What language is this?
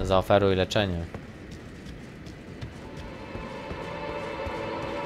Polish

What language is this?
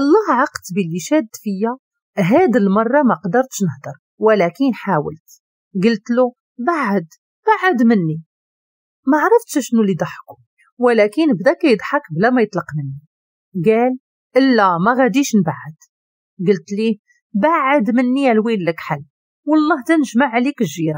Moroccan Arabic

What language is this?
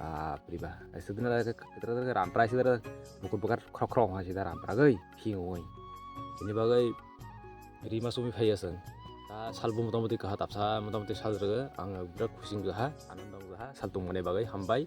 Kok Borok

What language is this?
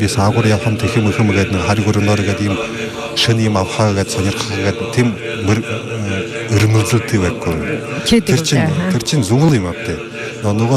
Buriat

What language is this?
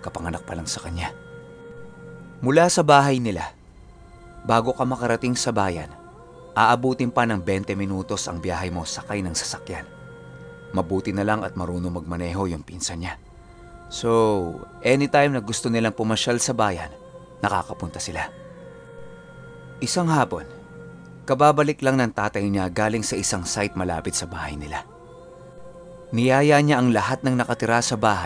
Filipino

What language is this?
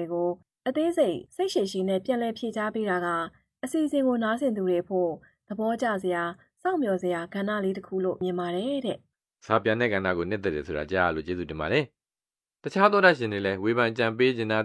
Burmese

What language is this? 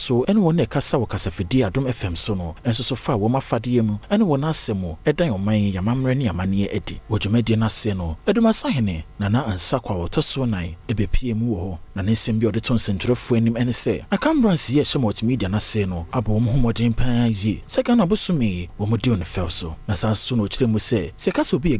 Akan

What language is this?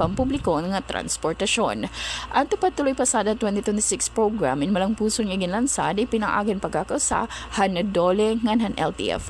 Waray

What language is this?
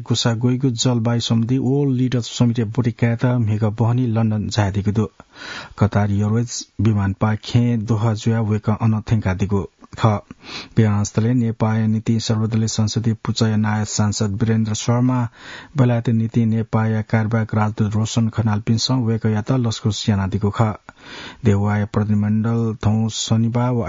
Newari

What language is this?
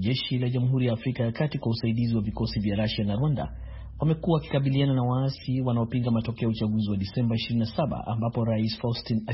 Swahili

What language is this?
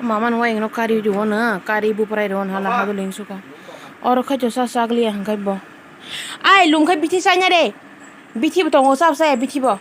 Kok Borok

